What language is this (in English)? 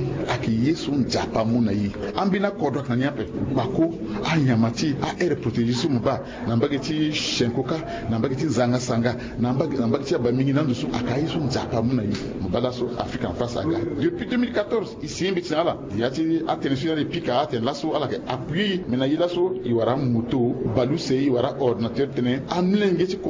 Sango